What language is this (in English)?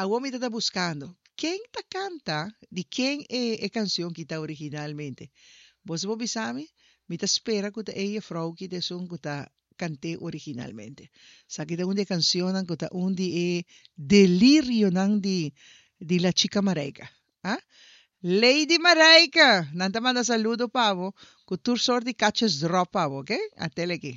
Papiamento